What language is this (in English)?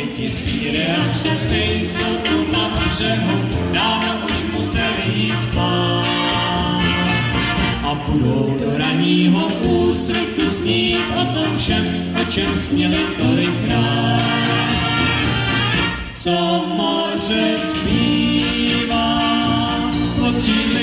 Czech